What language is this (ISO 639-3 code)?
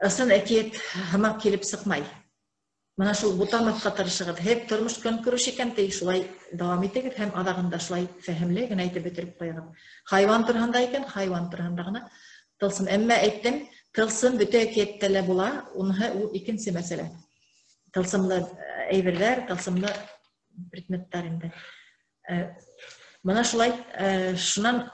bak